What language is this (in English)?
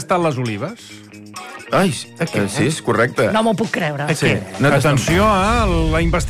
Catalan